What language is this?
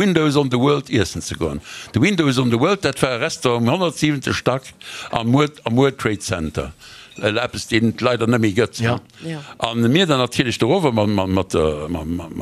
Luxembourgish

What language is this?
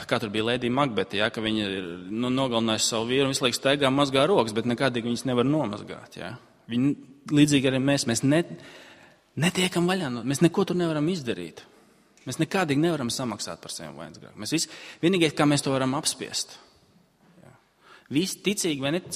Latvian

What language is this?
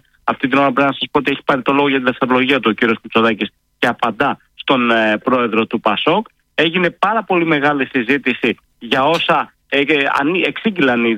Greek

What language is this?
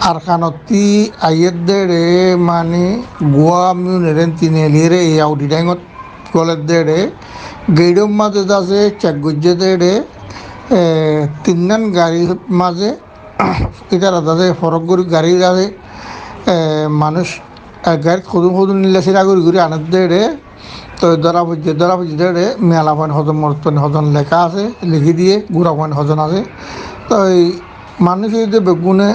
Rohingya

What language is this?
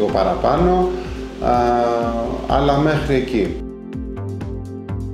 Greek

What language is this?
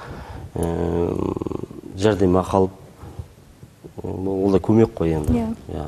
Kazakh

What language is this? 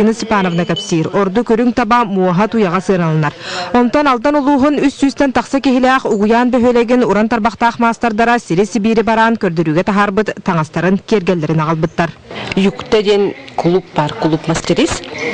Yakut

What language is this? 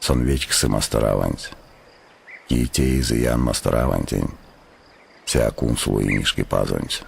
Erzya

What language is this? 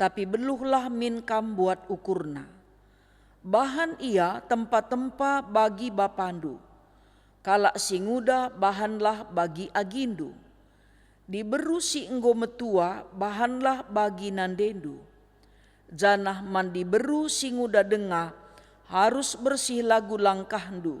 Batak Karo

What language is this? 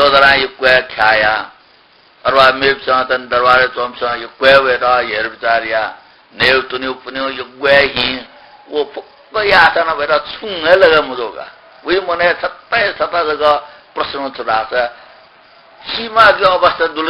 Newari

